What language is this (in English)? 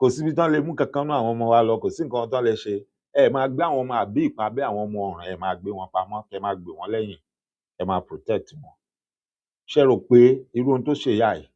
Yoruba